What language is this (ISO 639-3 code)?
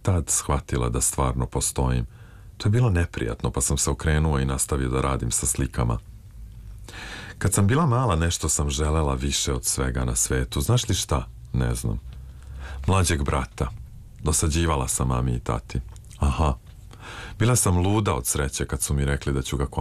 srp